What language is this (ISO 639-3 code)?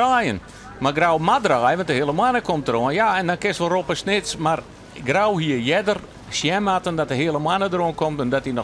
fry